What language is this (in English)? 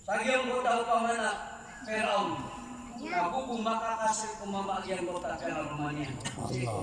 Maranao